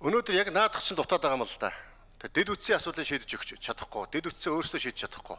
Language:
Mongolian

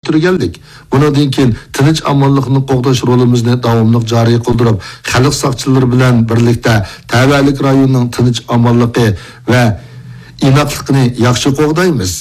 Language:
Uyghur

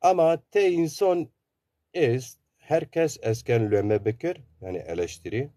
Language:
Zaza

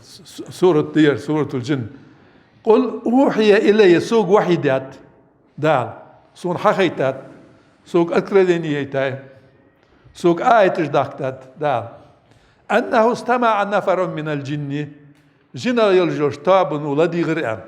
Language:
Ingush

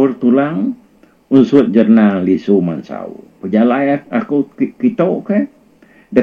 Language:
Iban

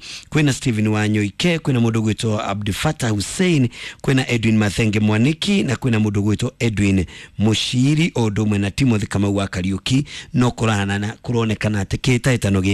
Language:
Kikuyu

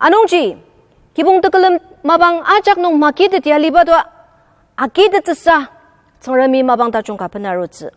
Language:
Ao Naga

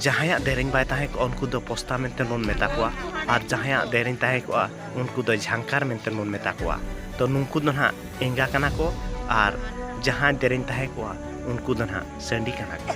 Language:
Santali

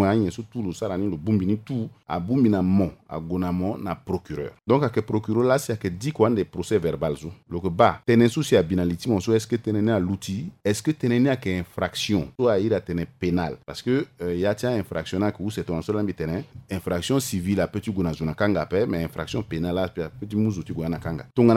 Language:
Sango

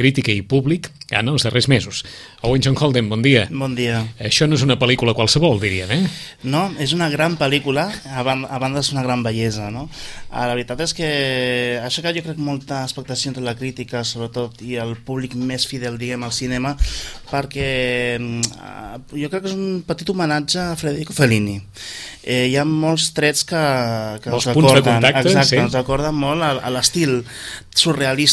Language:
Catalan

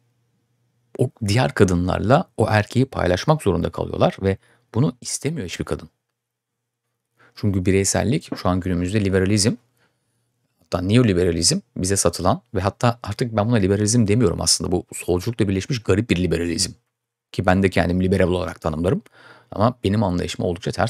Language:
Turkish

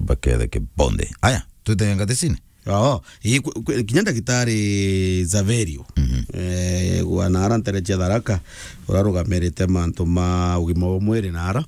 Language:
Meru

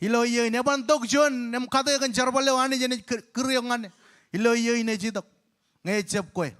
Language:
Marshallese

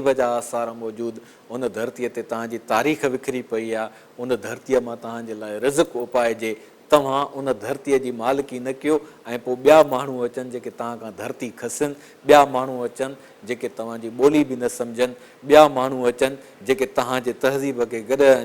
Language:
Sindhi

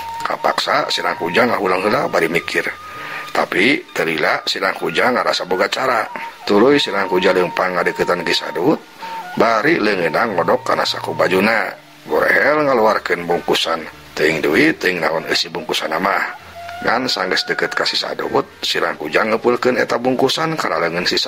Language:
Sundanese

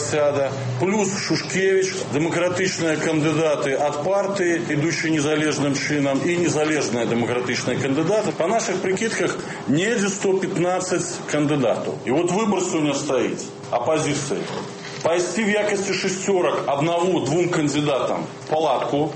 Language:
Belarusian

